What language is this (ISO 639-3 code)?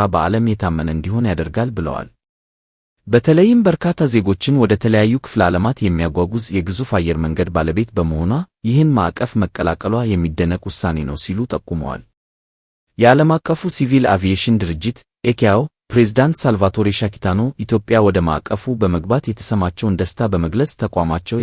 amh